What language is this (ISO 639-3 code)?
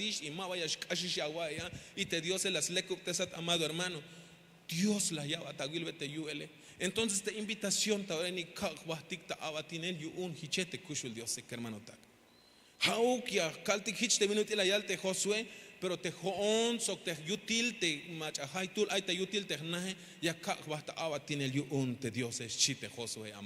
tzh